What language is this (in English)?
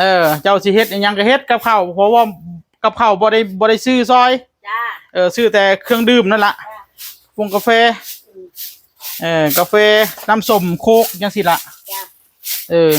Northeastern Thai